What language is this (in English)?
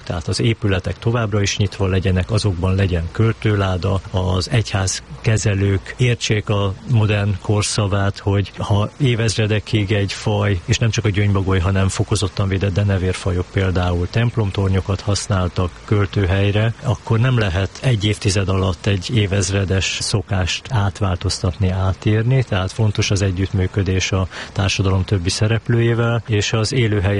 Hungarian